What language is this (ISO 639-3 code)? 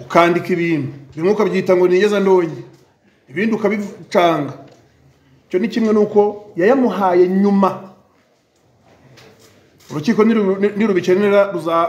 kin